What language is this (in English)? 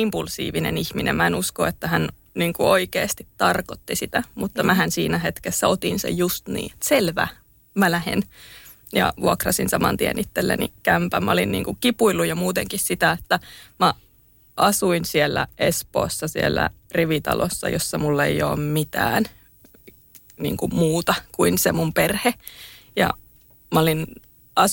Finnish